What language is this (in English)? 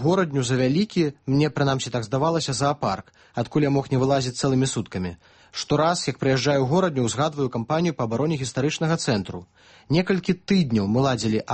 Belarusian